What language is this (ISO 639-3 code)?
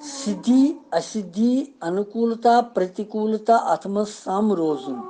kas